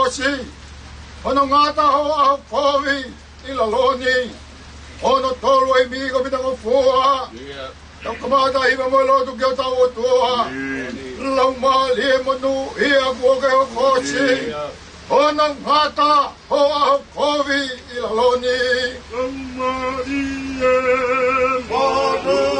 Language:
Tongan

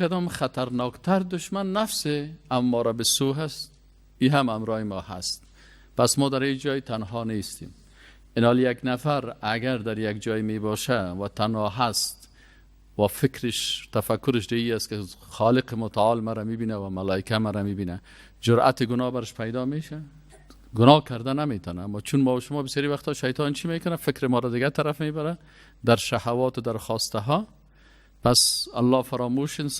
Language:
Persian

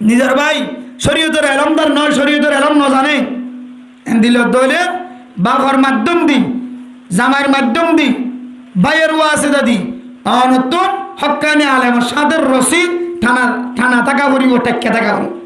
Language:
Rohingya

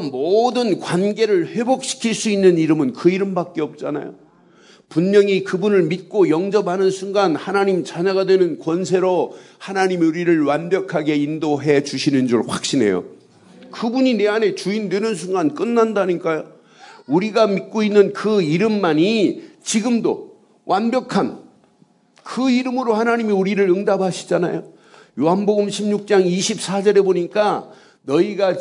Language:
Korean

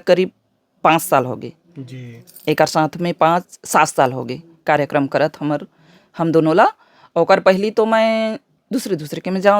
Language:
Chhattisgarhi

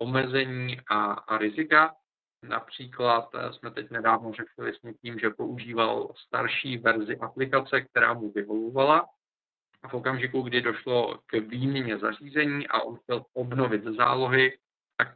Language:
Czech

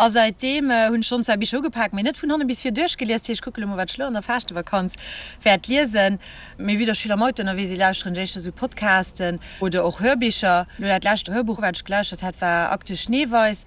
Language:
Luxembourgish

